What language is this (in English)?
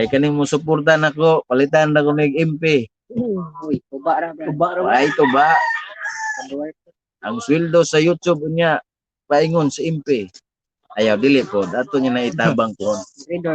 Cebuano